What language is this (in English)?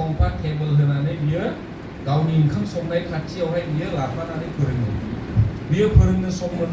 Bodo